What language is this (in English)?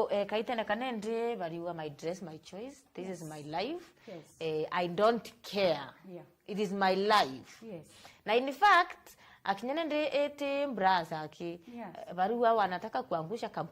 Meru